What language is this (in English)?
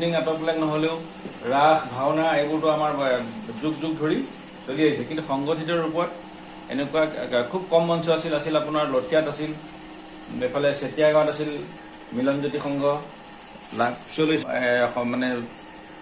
Assamese